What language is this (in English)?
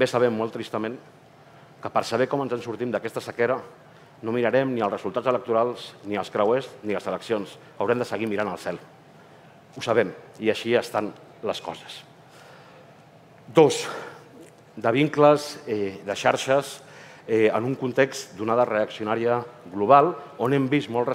Catalan